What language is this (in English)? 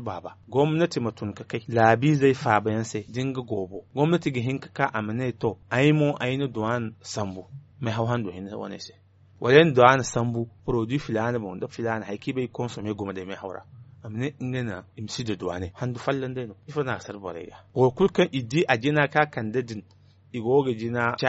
Zarma